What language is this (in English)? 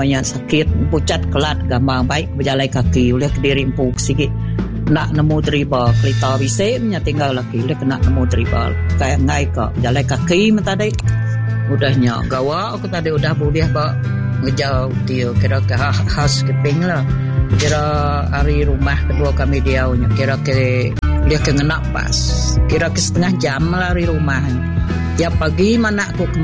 Iban